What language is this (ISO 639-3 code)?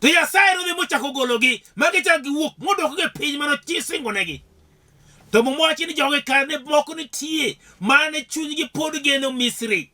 luo